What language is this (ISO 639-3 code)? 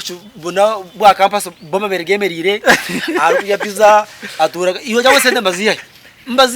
nyn